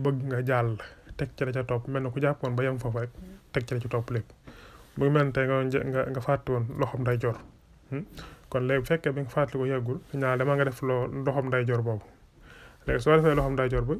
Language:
Wolof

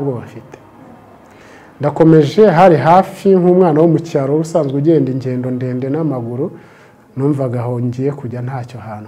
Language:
Kinyarwanda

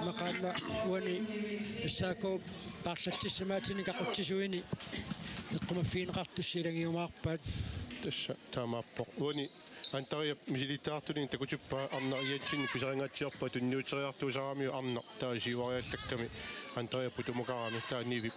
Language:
Kalaallisut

